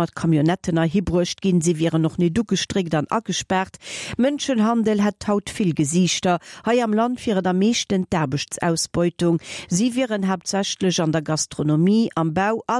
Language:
Luxembourgish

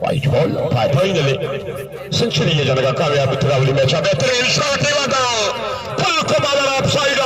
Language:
Baluchi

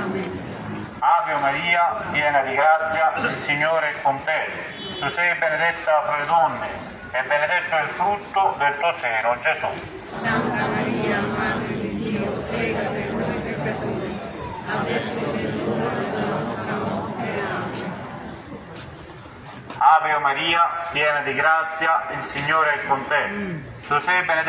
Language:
Italian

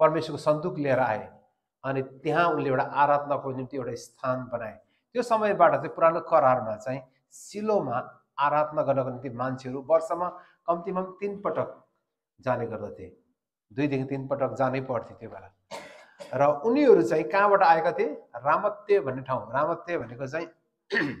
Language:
Nepali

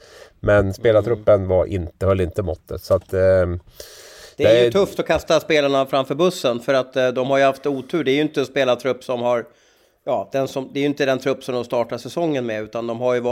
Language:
Swedish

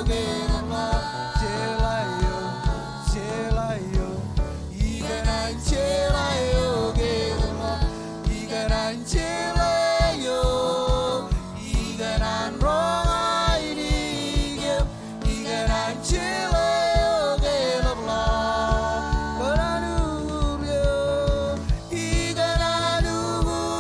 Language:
Marshallese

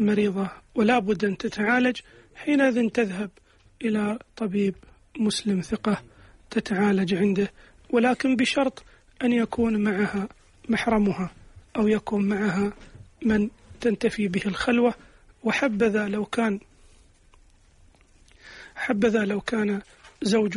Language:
Arabic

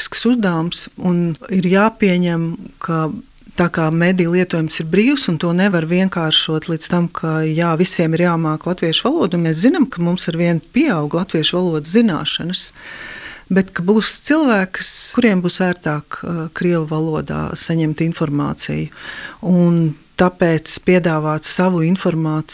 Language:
Latvian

